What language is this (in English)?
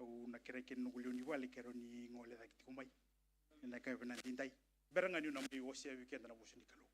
Fijian